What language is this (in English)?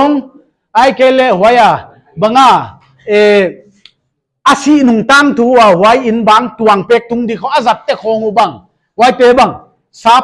Paite Chin